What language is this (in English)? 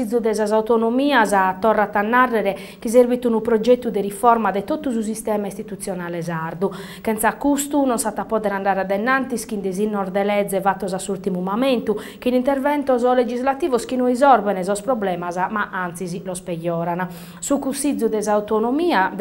Sardinian